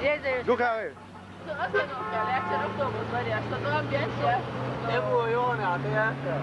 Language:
Chechen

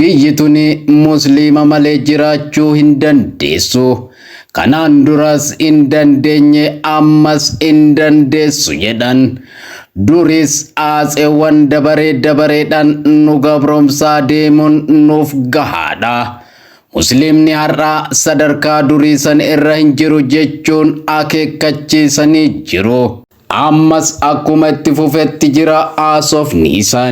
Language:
Oromo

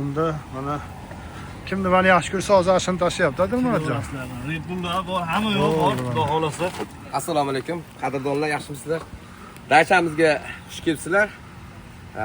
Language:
Uzbek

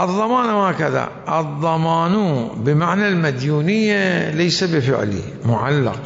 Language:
Mesopotamian Arabic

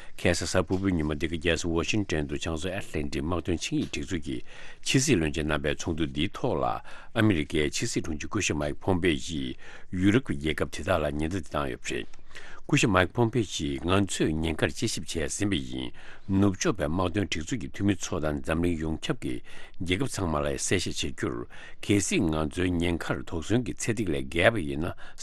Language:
Tibetan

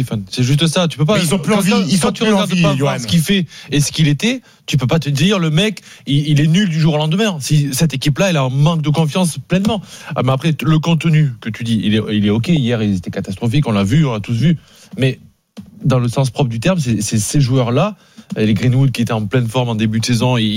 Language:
French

